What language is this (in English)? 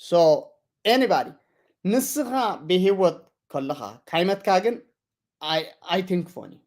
Tigrinya